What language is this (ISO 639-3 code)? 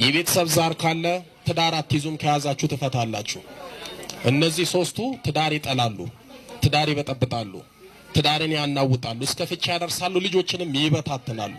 amh